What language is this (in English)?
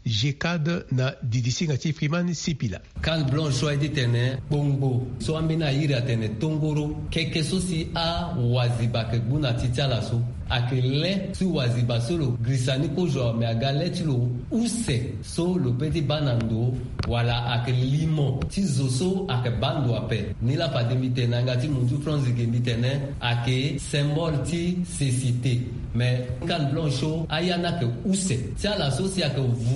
Sango